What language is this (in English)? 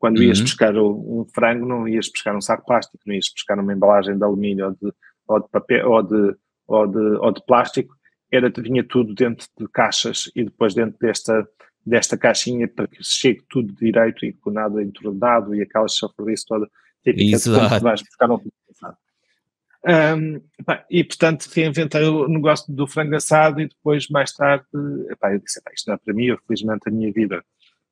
Portuguese